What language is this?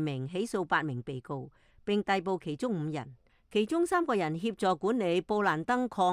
Cantonese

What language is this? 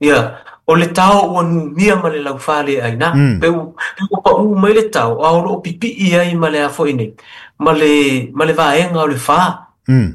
Samoan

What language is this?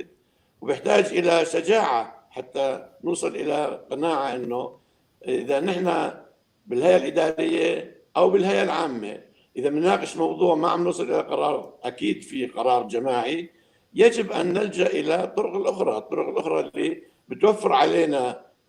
North Levantine Arabic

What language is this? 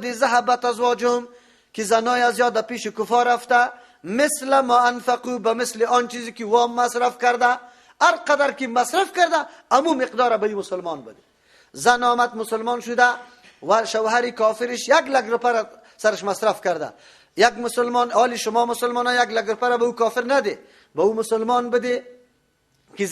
Persian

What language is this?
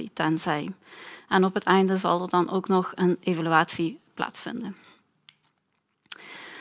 Dutch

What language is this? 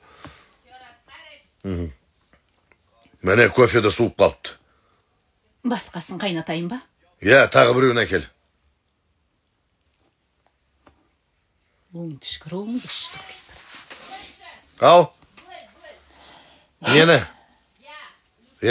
Kazakh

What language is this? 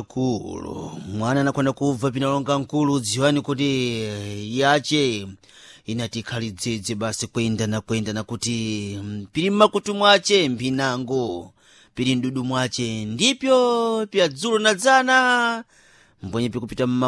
Sena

